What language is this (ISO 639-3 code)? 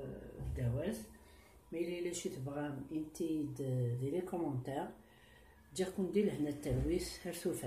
kab